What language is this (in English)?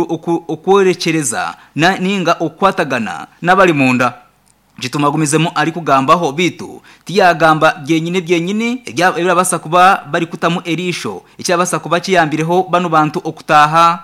Nyankole